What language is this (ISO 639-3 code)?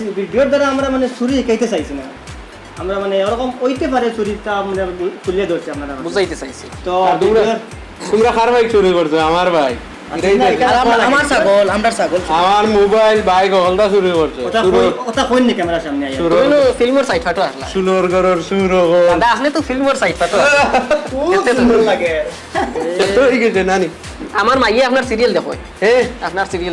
syl